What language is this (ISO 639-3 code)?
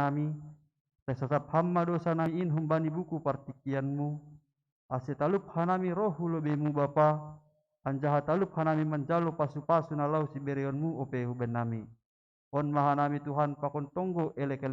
bts